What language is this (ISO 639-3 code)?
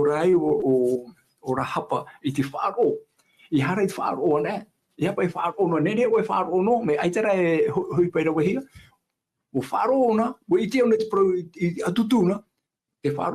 tah